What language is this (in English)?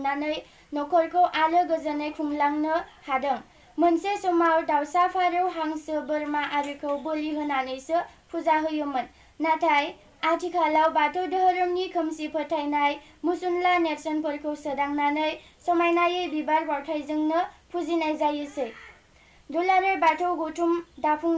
Bodo